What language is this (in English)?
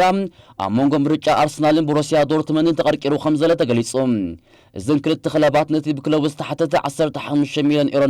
Tigrinya